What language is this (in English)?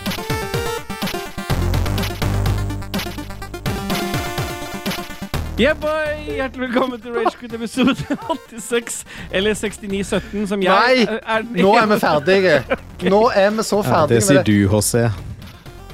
Norwegian